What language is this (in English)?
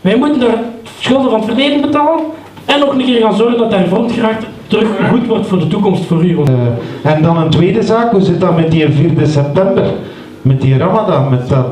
Dutch